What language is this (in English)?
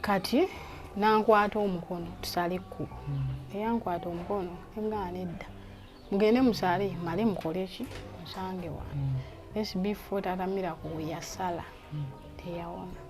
Ganda